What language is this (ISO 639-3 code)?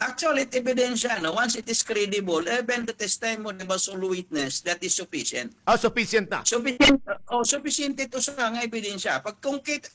war